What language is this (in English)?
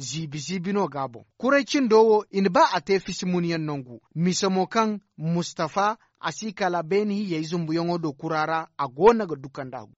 Zarma